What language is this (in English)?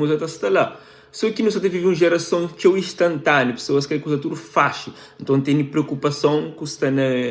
Kabuverdianu